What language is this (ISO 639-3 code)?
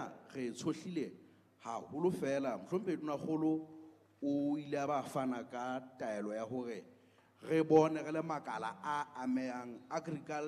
sot